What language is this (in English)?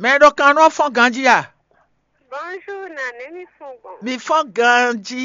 Fon